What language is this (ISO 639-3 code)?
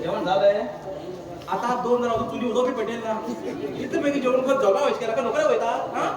kok